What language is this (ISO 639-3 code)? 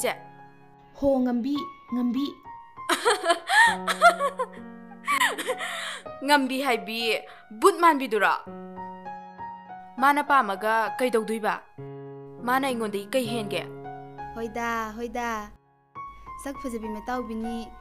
mni